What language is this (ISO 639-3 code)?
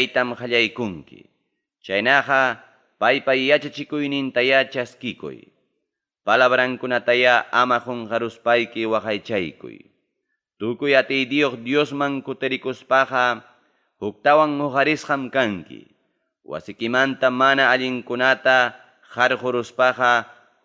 quy